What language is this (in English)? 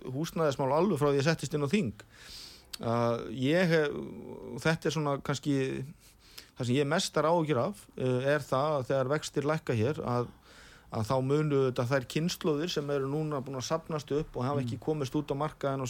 Icelandic